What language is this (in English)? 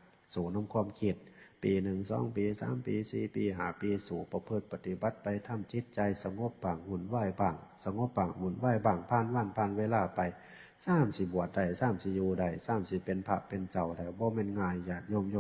Northeastern Thai